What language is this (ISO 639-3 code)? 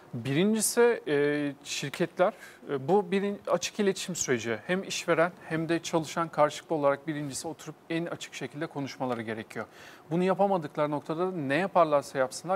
tur